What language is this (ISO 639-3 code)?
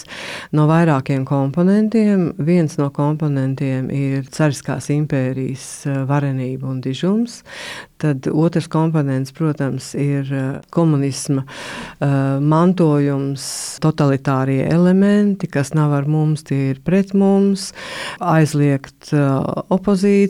lav